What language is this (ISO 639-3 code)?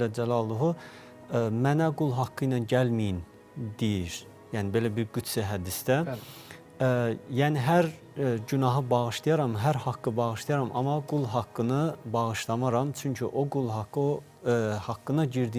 aze